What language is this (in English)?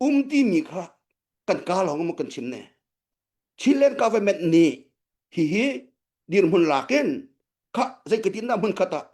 Hakha Chin